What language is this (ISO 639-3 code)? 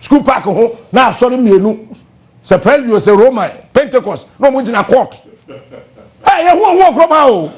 aka